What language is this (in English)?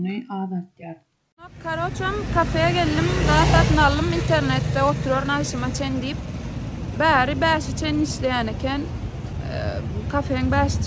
Turkmen